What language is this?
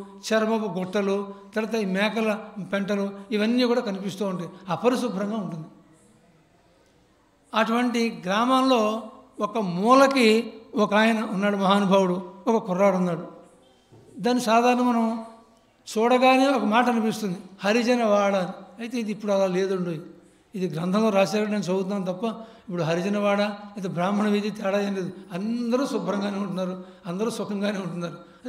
Telugu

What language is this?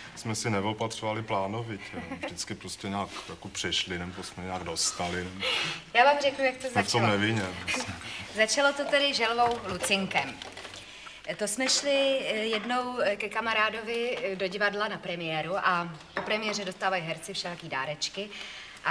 Czech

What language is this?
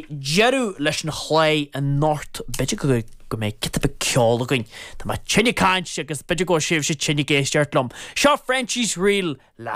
Irish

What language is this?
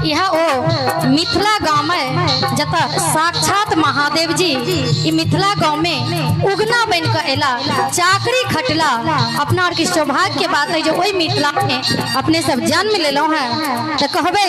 Maithili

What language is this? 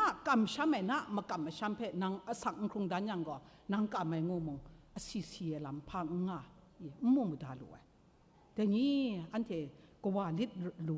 Kachin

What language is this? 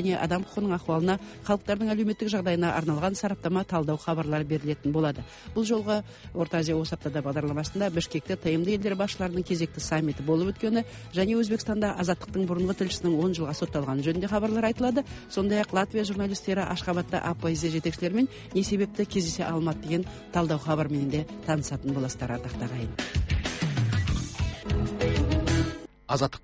Kazakh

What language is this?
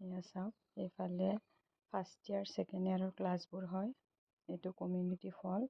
Assamese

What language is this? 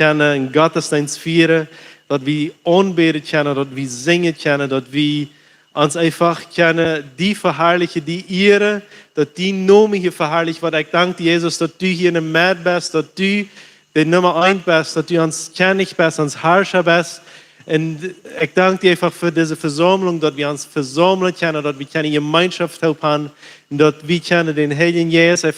Plautdietsch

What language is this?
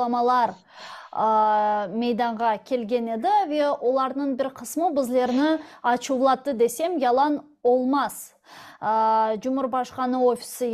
Crimean Tatar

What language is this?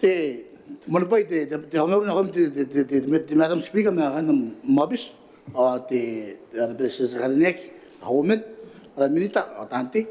Gilbertese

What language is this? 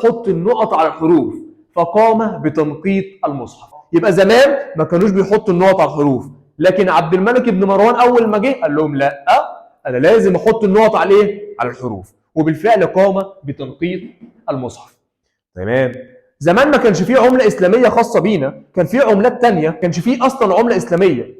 Egyptian Arabic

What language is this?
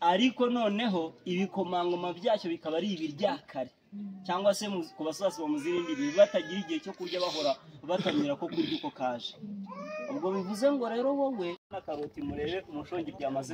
Kinyarwanda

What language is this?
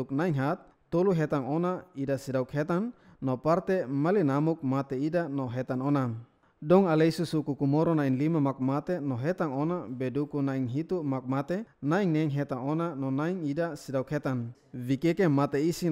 Tetum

